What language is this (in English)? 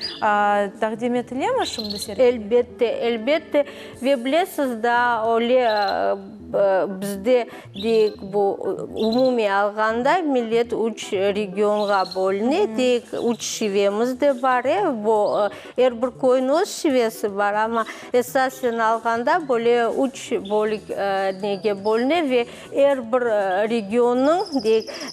Crimean Tatar